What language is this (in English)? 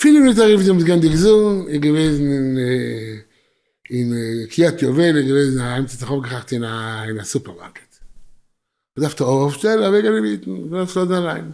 Yiddish